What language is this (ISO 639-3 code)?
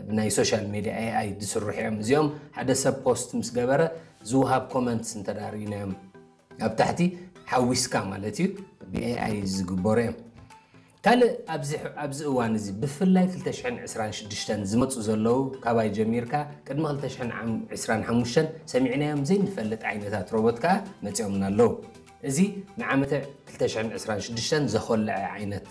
tir